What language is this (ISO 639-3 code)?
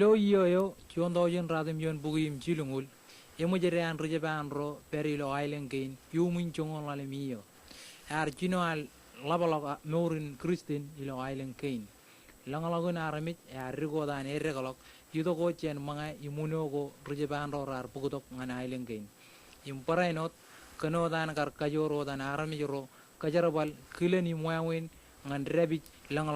mah